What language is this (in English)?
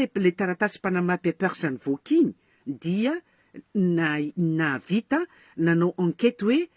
Malagasy